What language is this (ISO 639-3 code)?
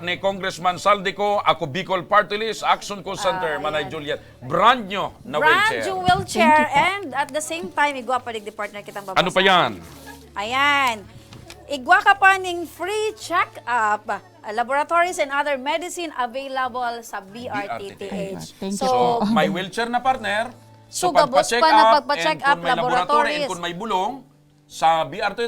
bik